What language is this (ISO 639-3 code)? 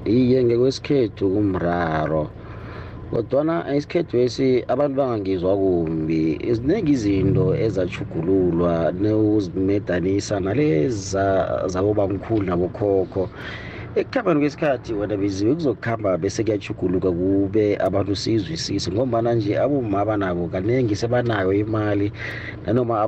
nbl